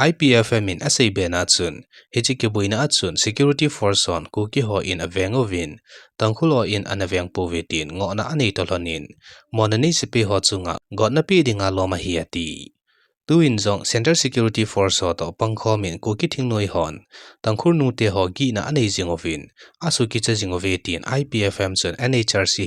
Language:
Thado Chin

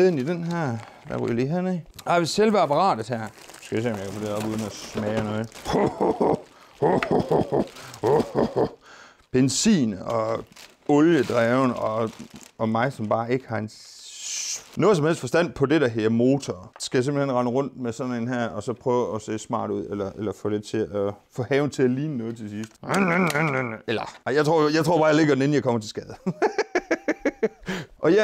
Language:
Danish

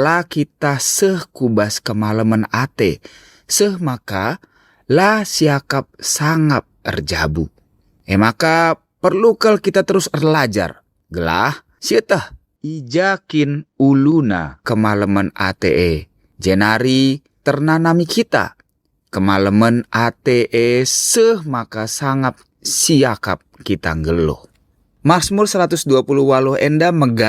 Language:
Batak Karo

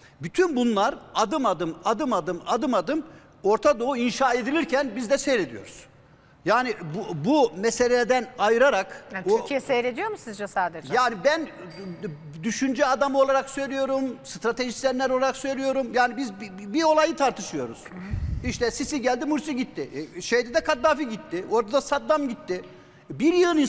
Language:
Turkish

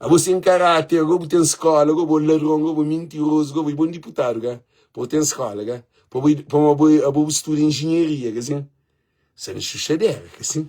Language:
Kabuverdianu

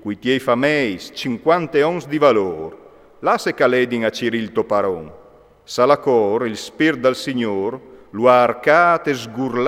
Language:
Friulian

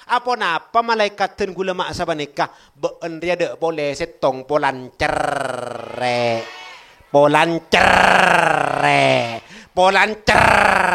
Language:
Madurese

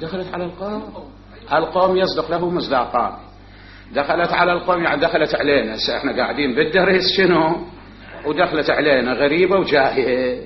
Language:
Mesopotamian Arabic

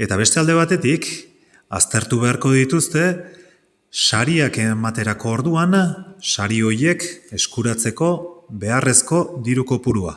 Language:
Basque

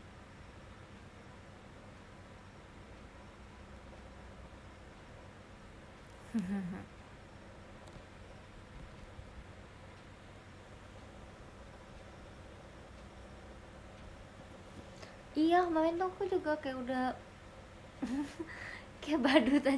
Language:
Indonesian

